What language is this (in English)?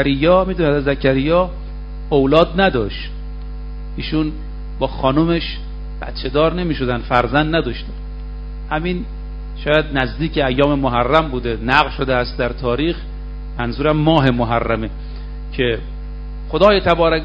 Persian